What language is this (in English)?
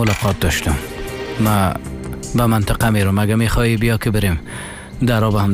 Persian